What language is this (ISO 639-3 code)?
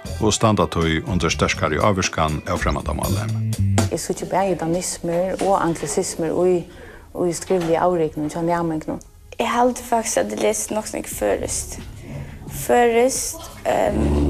fao